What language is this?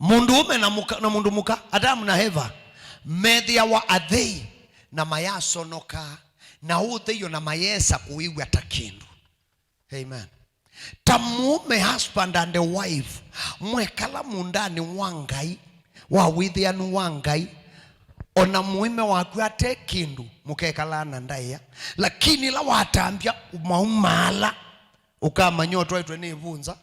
Kamba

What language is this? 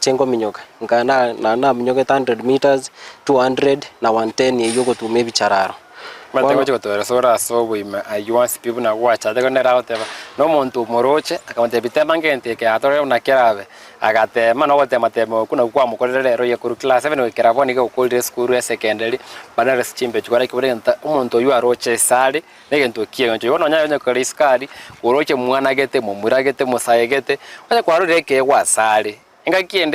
Gusii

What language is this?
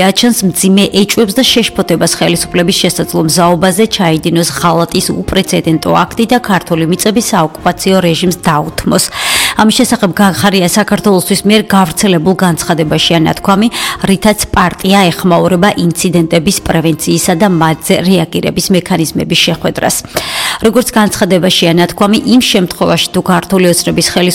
Georgian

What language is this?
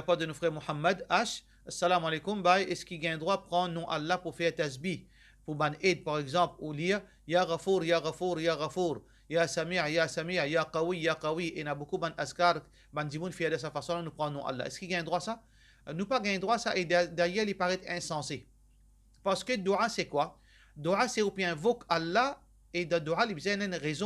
Morisyen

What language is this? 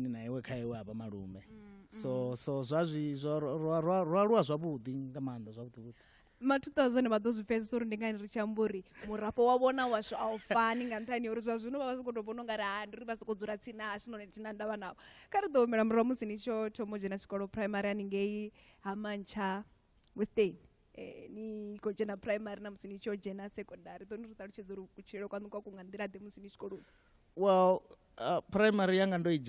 Venda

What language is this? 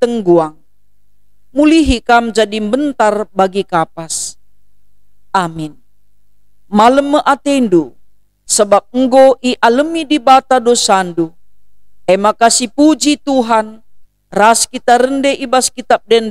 Batak Karo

